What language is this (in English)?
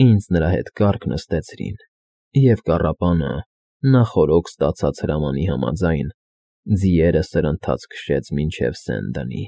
Armenian